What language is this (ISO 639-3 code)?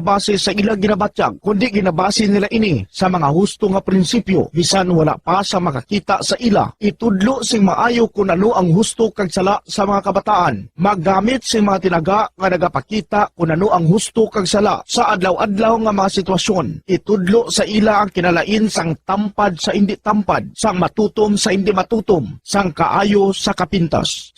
hil